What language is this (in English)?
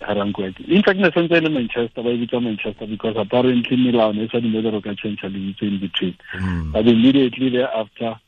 Tswana